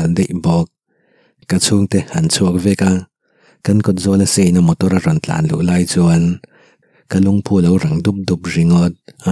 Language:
Mizo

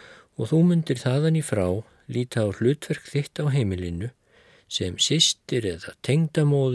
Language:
Icelandic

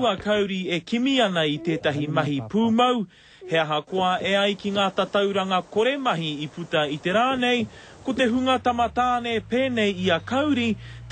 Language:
Māori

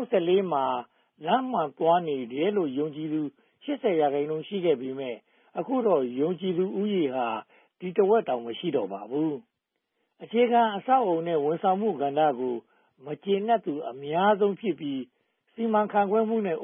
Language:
Burmese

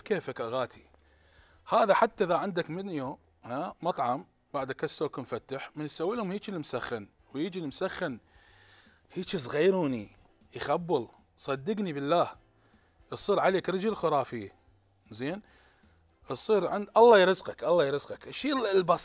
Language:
Mesopotamian Arabic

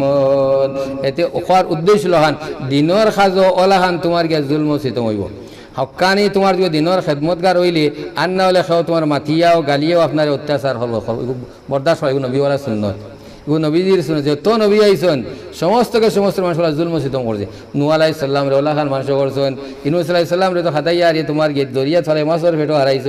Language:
Sylheti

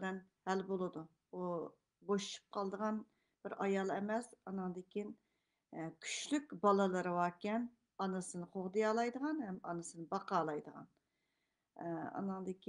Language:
Uyghur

